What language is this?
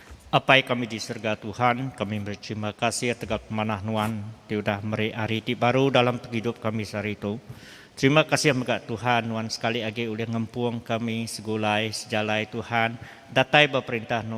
Iban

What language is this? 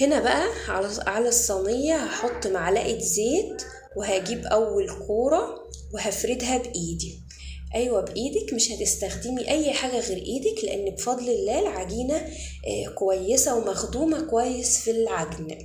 Egyptian Arabic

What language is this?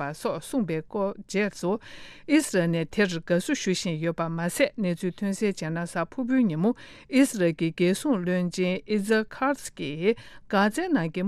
Tibetan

